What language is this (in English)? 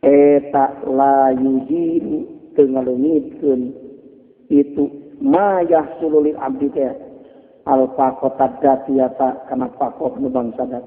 Sundanese